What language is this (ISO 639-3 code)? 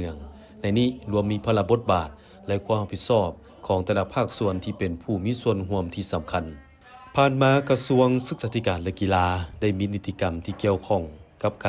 lao